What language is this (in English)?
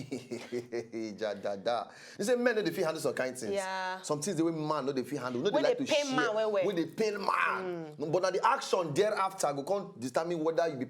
Nigerian Pidgin